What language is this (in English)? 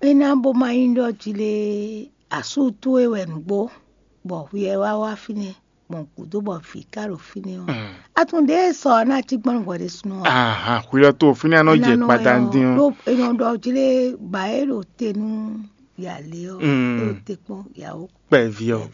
Fon